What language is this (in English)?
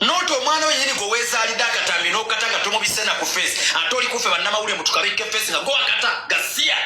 Ganda